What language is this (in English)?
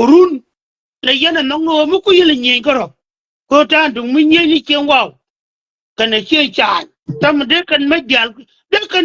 Nuer